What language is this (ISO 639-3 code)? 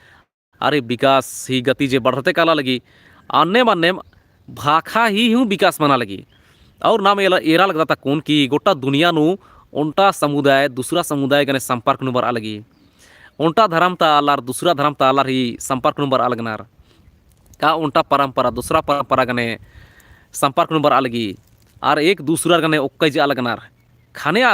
kru